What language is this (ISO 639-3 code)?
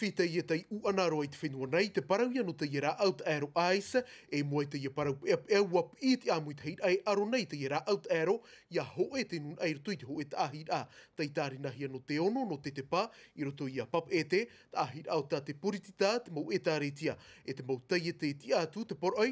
tah